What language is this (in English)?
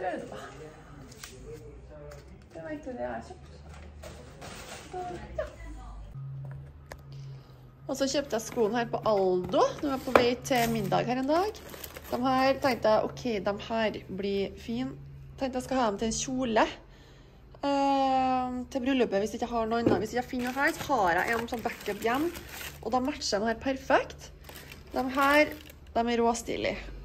Norwegian